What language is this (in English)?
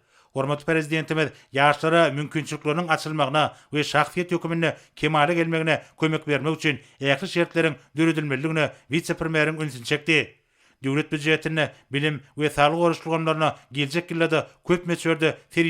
Turkmen